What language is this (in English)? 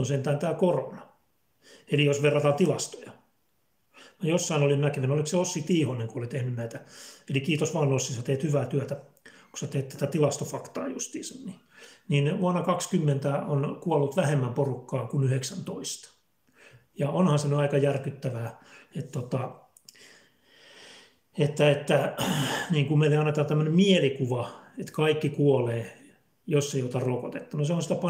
Finnish